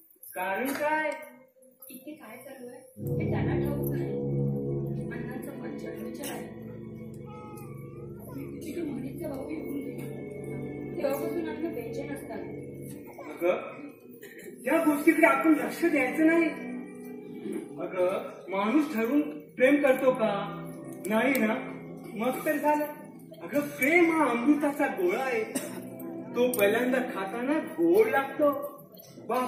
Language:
Marathi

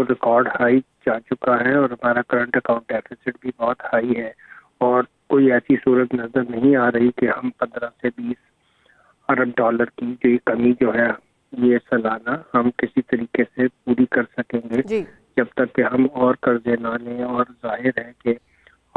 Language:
Urdu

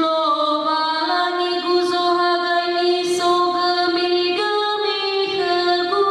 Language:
Nias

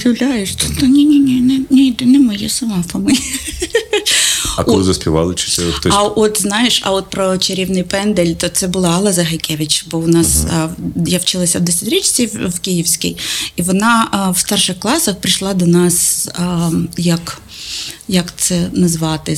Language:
Ukrainian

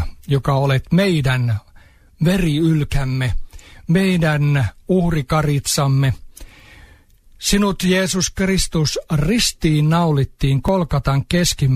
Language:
Finnish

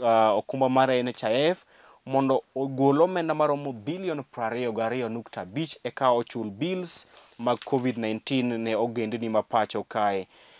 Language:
Luo (Kenya and Tanzania)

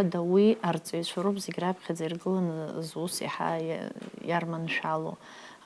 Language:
Abkhazian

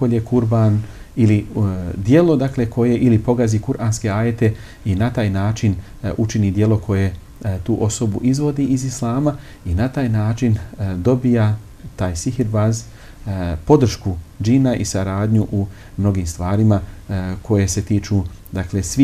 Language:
Bosnian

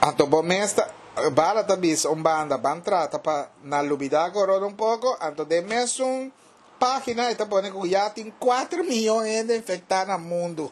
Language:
Papiamento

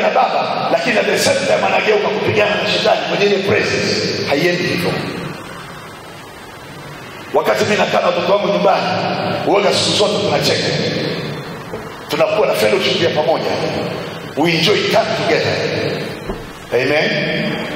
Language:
Swahili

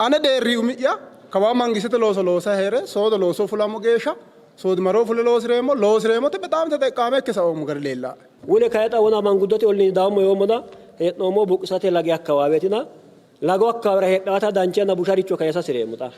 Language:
Sidamo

